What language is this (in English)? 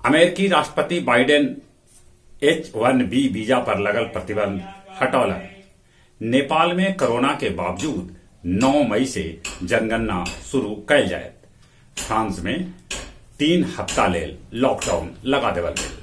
Magahi